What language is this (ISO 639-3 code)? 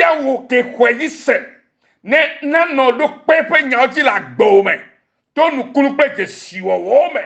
ewe